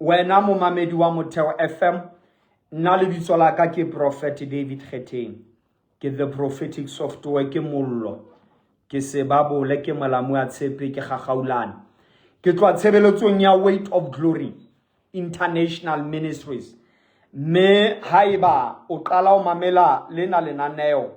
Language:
Southern Sotho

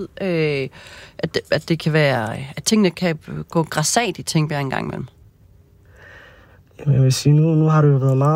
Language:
Danish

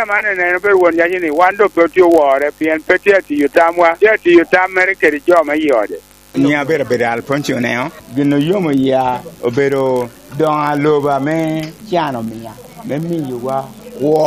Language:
Lango (Uganda)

